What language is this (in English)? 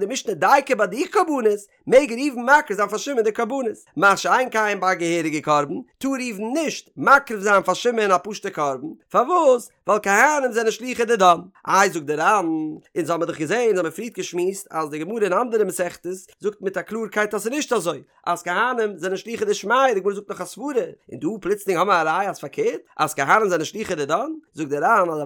Yiddish